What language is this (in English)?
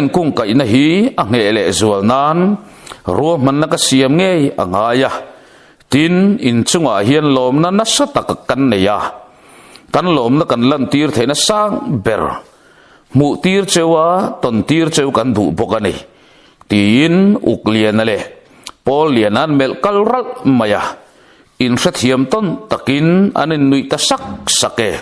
Mizo